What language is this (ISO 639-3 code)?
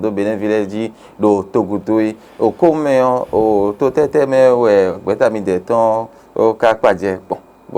fon